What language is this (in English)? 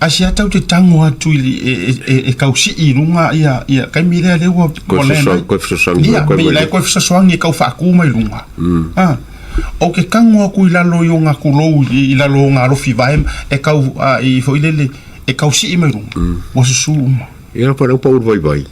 Samoan